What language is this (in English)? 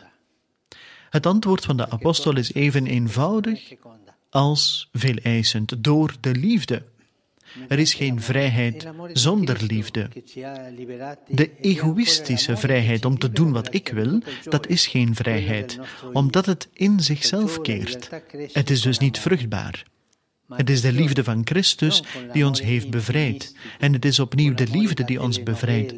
Dutch